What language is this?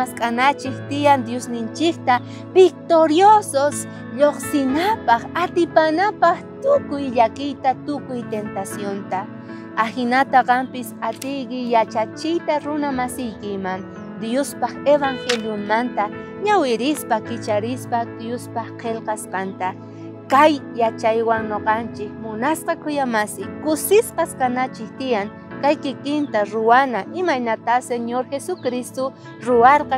South Bolivian Quechua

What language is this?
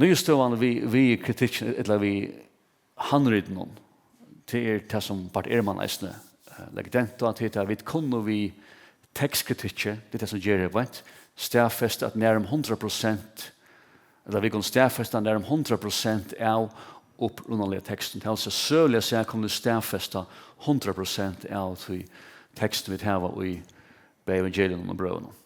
Faroese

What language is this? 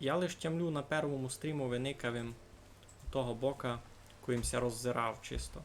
Rusyn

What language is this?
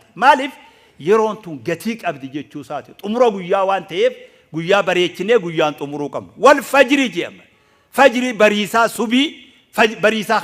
Oromo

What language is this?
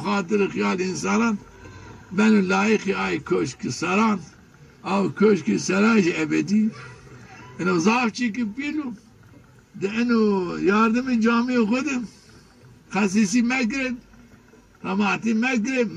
Zaza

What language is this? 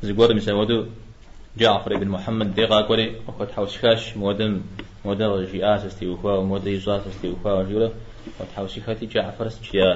Kabardian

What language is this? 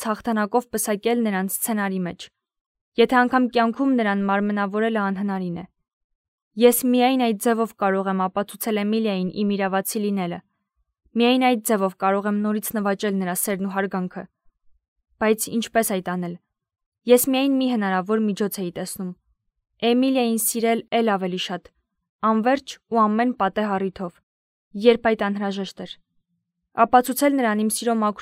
Armenian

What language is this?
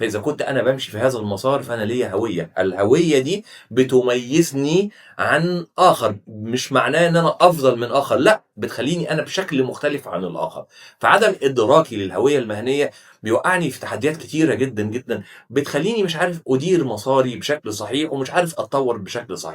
Egyptian Arabic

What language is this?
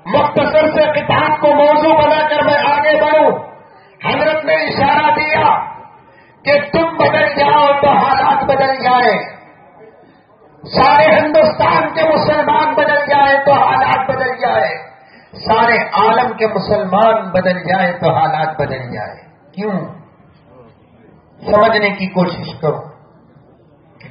Urdu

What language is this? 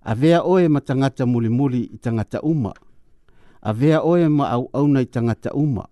Samoan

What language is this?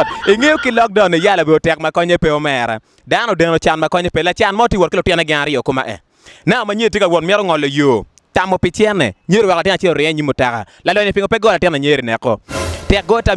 Acoli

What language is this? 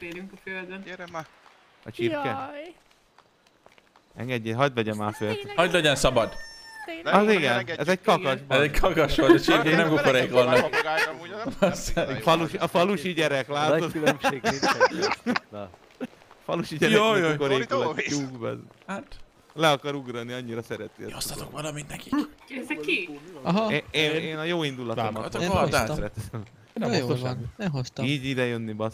Hungarian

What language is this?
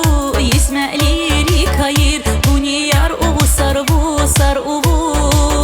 Tabassaran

